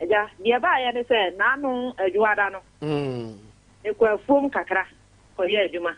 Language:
Akan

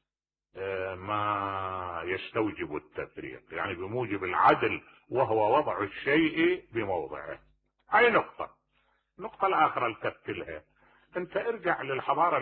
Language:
Mesopotamian Arabic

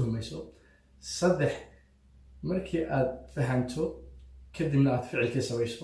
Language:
Somali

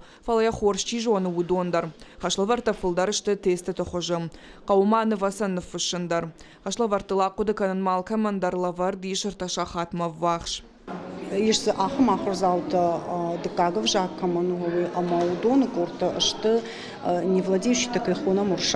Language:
Ossetic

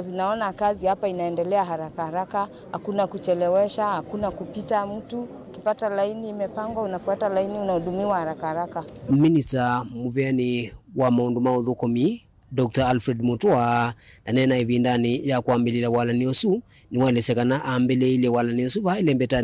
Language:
Kamba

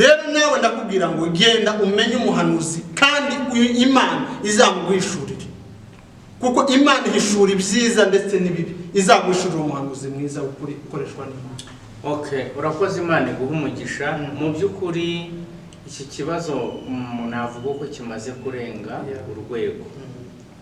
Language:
Kinyarwanda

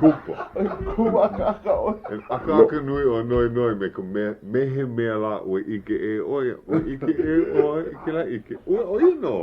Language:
Hawaiian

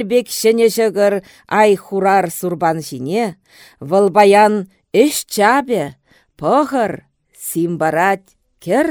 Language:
Chuvash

